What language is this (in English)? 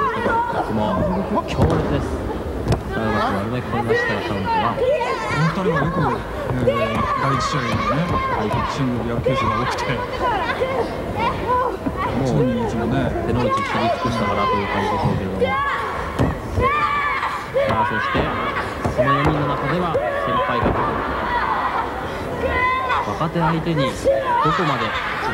Japanese